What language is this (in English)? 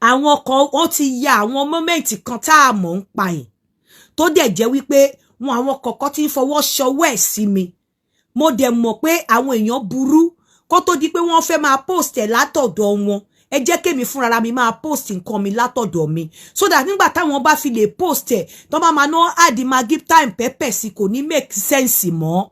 Yoruba